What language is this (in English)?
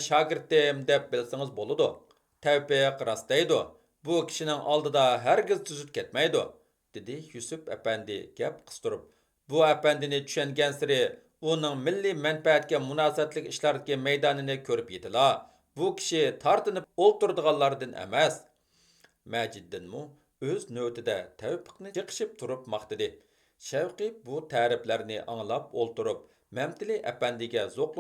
Uyghur